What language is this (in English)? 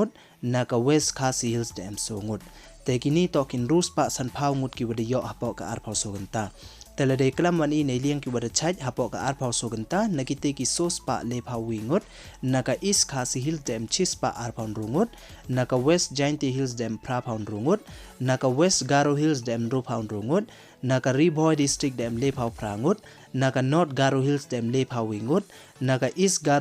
Pnar